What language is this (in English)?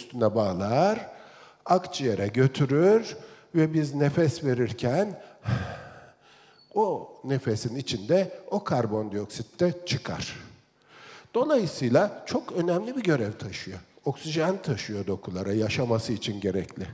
Turkish